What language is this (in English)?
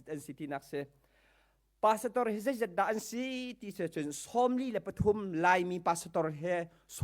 Hakha Chin